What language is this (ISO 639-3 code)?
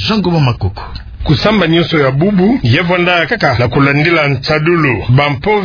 ktu